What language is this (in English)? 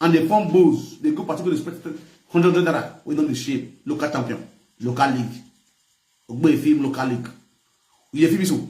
Nigerian Pidgin